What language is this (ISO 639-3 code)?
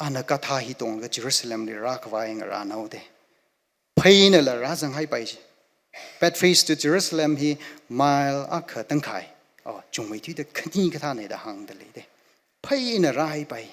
nmf